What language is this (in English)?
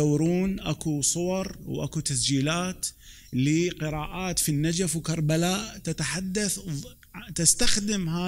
Mesopotamian Arabic